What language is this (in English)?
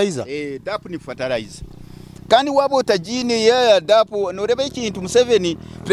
Nyankole